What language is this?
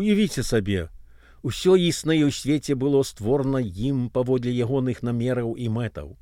Belarusian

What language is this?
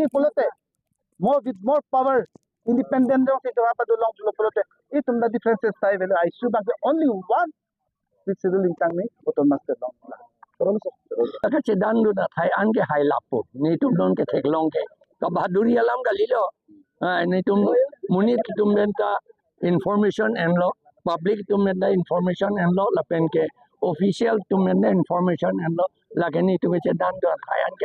Karbi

